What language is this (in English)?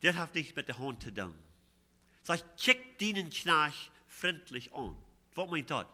Plautdietsch